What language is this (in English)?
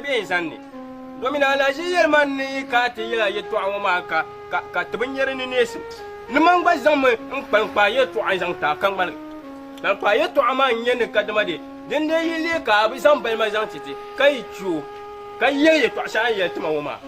Dagbani